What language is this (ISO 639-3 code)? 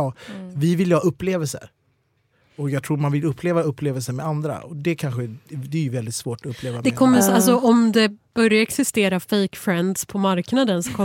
swe